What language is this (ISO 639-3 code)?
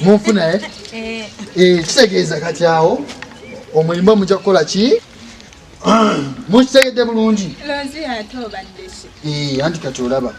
lug